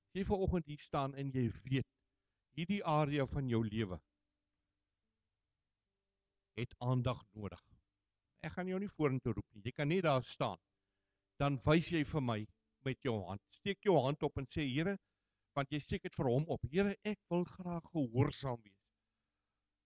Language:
Afrikaans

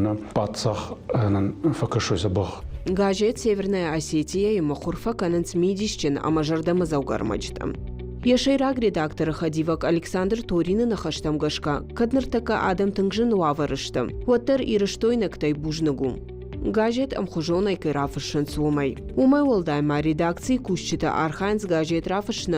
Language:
Ossetic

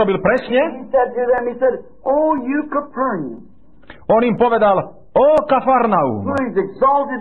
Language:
Slovak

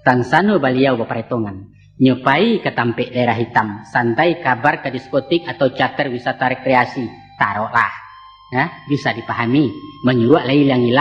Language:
Minangkabau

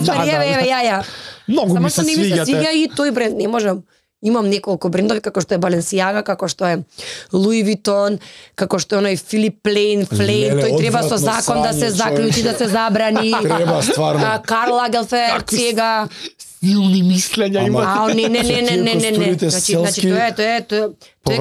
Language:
Macedonian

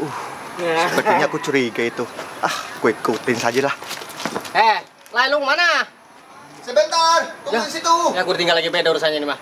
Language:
Betawi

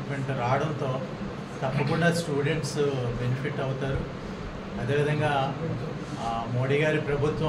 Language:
Telugu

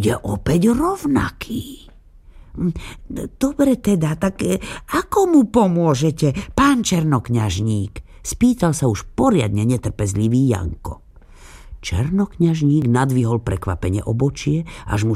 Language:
Slovak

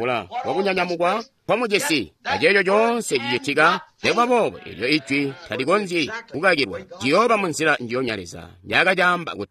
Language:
Tonga (Zambia)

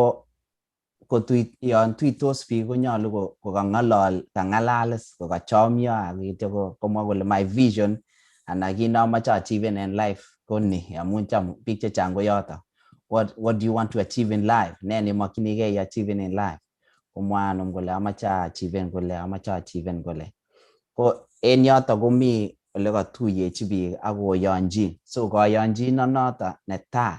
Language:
Kalenjin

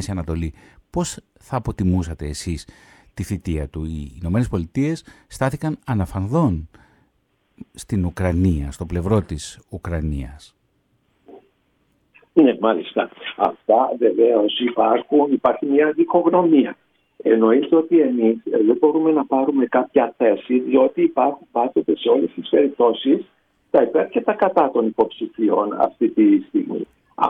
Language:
Greek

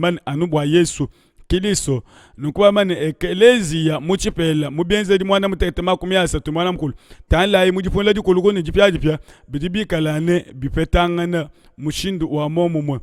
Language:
Luba-Lulua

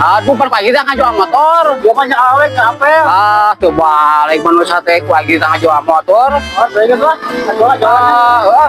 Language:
Sundanese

